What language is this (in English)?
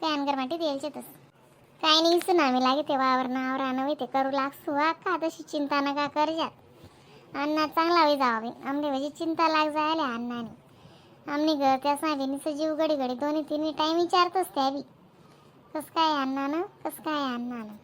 Khandesi